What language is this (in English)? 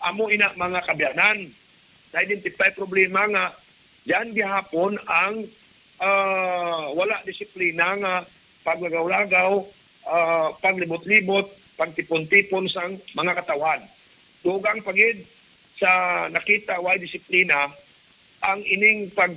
Hiligaynon